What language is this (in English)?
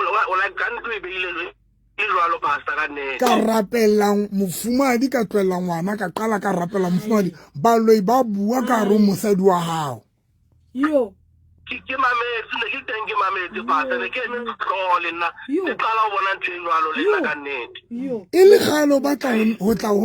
Southern Sotho